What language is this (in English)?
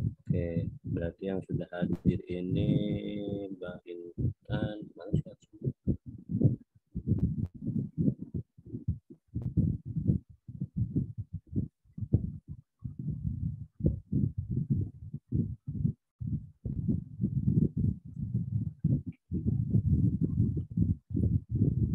Indonesian